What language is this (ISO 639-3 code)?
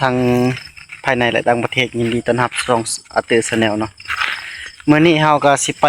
tts